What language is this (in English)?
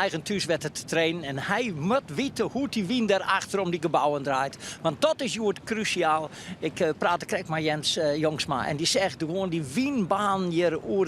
Western Frisian